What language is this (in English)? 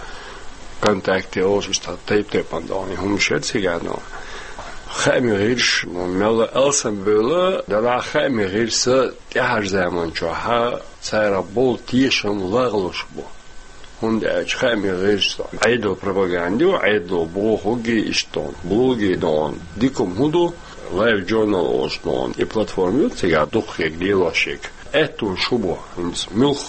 Chechen